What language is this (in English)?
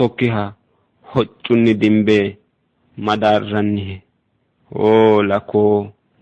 Sidamo